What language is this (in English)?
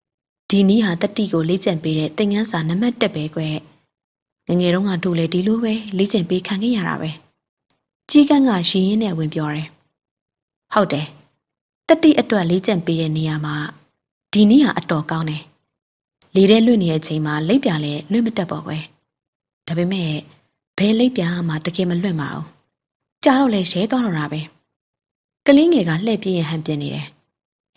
Burmese